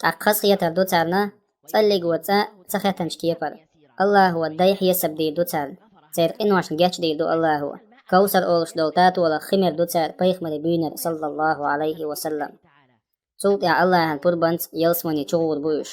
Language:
Chechen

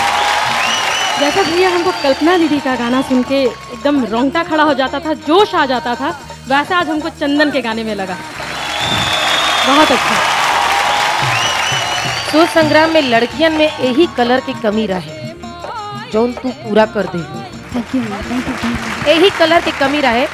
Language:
Bhojpuri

